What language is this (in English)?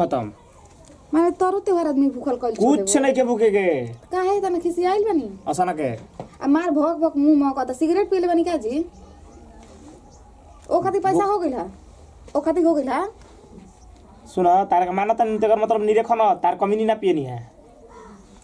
Bhojpuri